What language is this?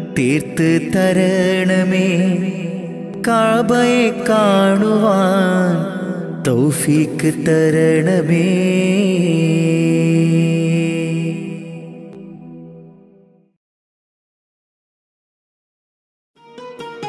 Malayalam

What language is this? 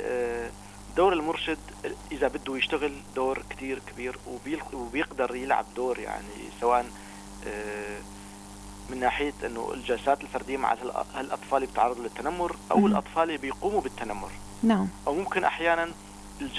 North Levantine Arabic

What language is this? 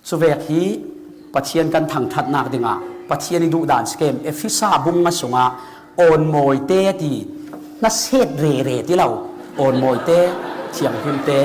Falam Chin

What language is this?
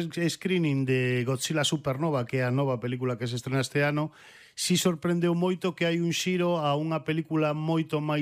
Galician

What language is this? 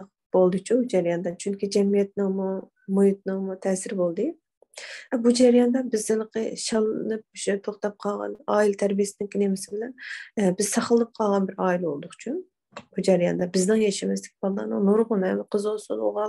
Uyghur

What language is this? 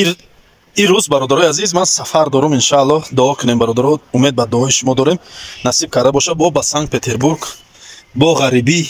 Tajik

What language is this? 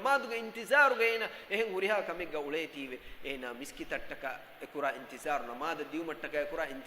Divehi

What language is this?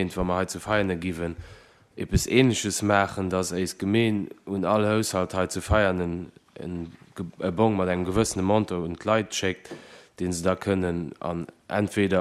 Luxembourgish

